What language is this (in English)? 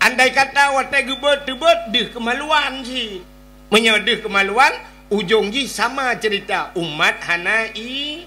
Achinese